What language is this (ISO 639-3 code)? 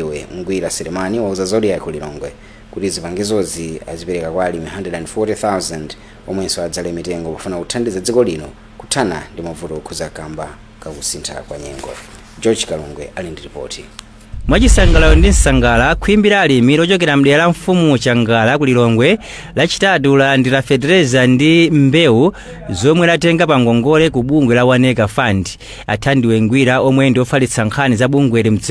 nya